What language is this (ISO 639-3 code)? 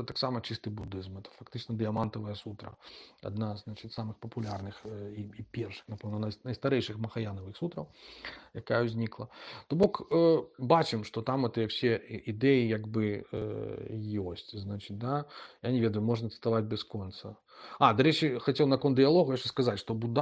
bel